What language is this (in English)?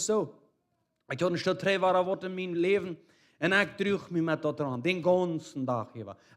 Plautdietsch